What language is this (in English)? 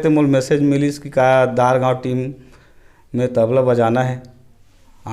Chhattisgarhi